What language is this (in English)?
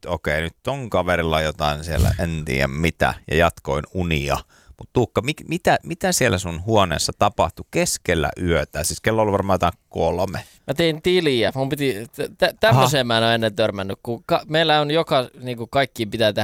Finnish